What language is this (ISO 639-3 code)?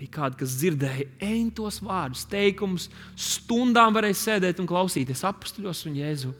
lav